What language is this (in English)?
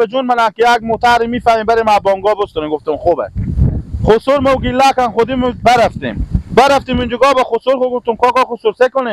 Persian